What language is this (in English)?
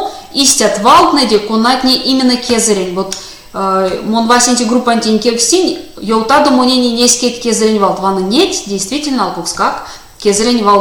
Erzya